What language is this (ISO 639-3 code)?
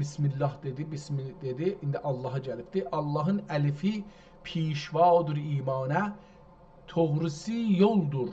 azb